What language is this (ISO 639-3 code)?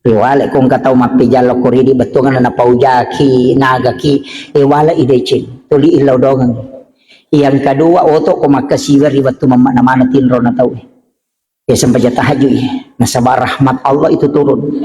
bug